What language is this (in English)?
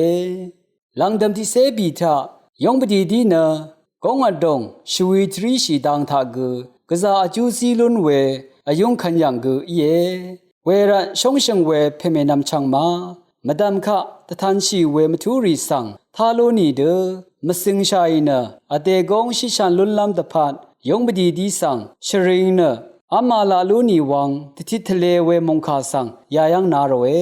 Rawang